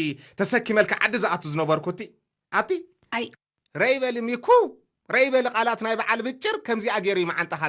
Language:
Tigrinya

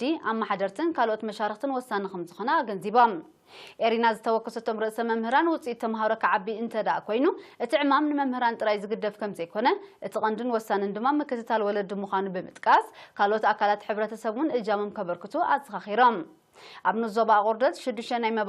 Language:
Tigrinya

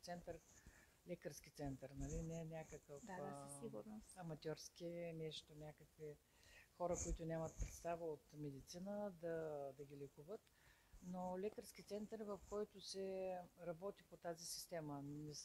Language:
Bulgarian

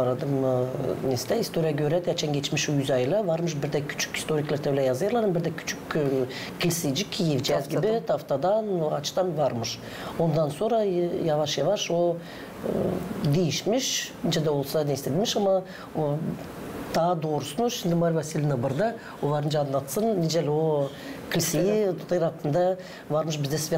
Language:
Gagauz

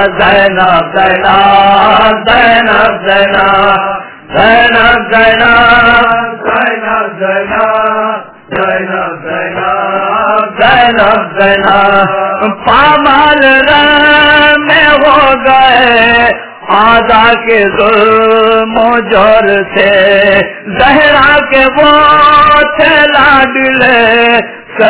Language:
Urdu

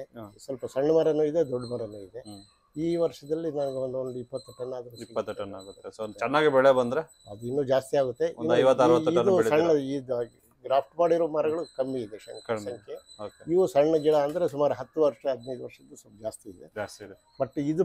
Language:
Kannada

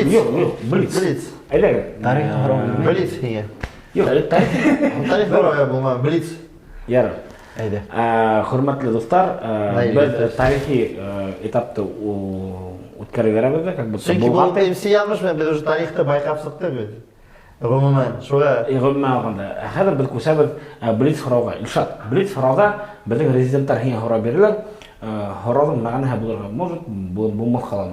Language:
Bashkir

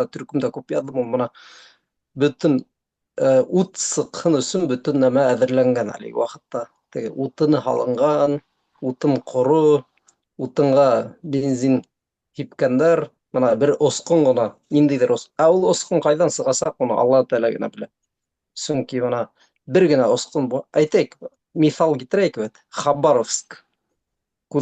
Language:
Bashkir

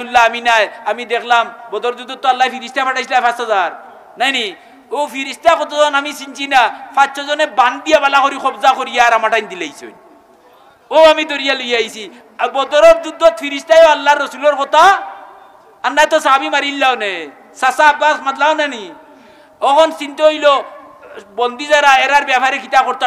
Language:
Sylheti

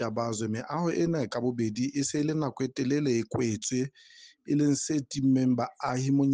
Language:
Southern Sotho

